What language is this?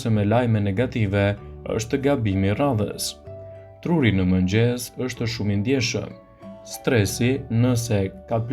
Albanian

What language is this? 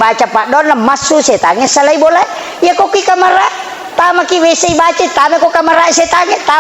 Buginese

